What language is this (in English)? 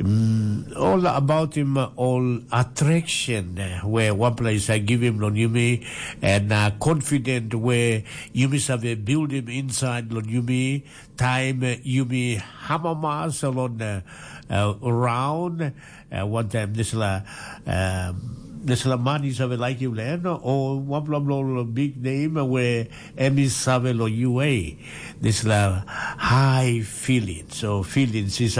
Tok Pisin